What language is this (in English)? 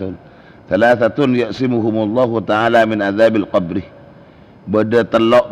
Madurese